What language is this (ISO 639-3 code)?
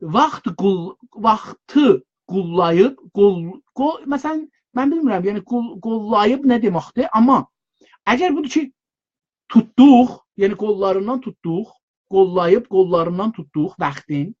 azb